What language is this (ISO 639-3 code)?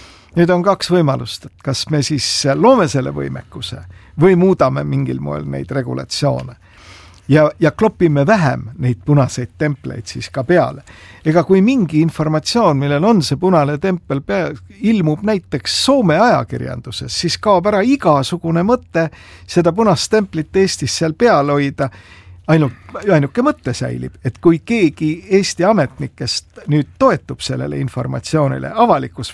est